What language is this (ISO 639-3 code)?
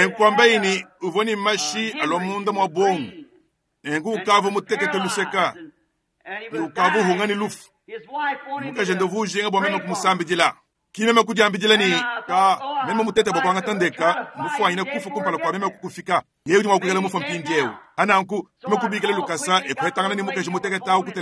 lua